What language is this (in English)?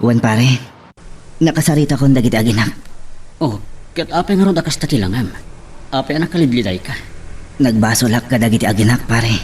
Iloko